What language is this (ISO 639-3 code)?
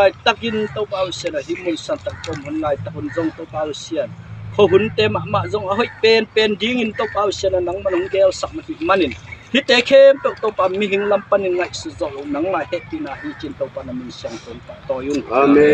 ctd